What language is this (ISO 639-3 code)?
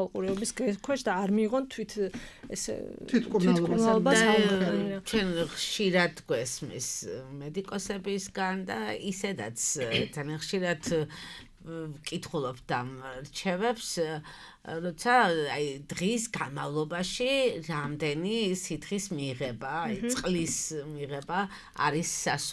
kat